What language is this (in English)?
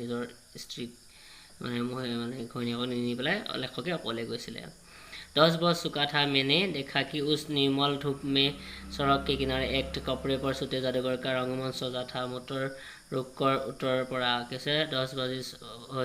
Assamese